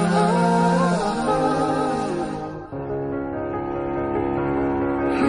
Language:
Russian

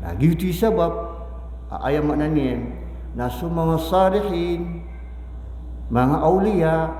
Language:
Maranao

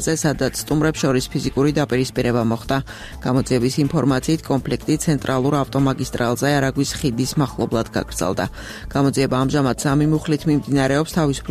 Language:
Georgian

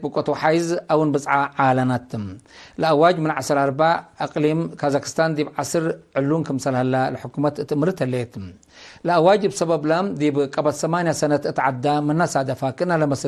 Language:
Tigre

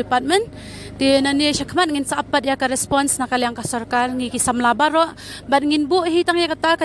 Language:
Khasi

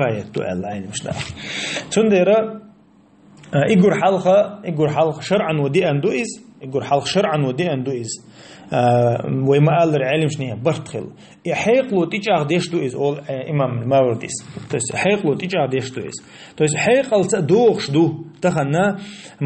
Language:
Chechen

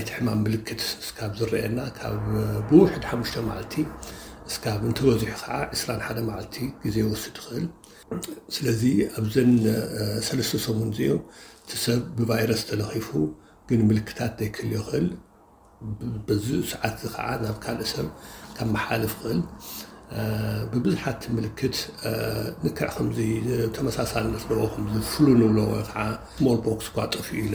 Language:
Tigrinya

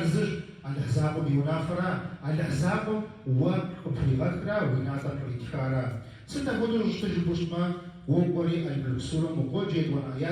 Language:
Kabardian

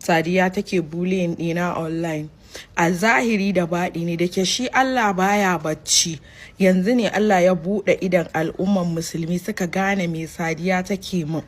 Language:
Hausa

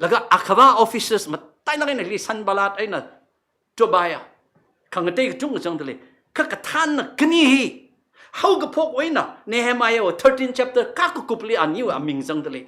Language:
Tangkhul Naga (India)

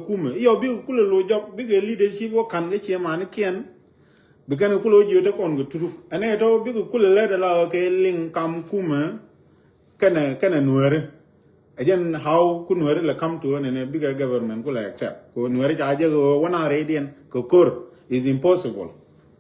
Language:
Nuer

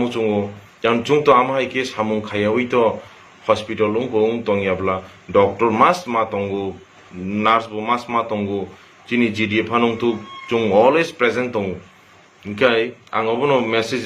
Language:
Kok Borok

